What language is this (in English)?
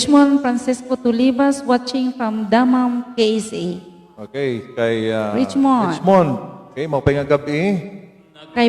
Waray